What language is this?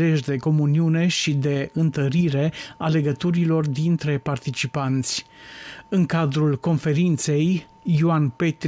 Romanian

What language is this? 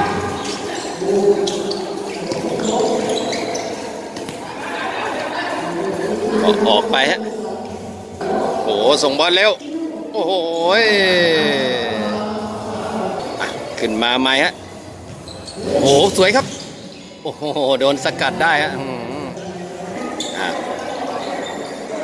Thai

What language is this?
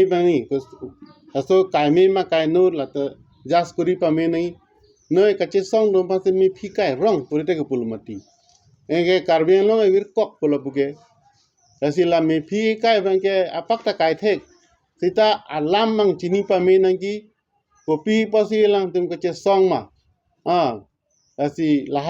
Karbi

